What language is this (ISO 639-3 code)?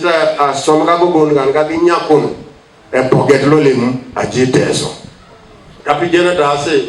teo